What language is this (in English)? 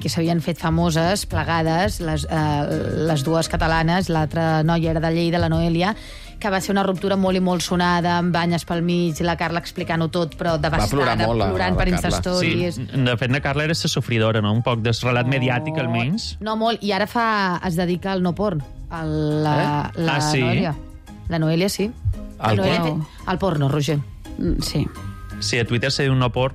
Catalan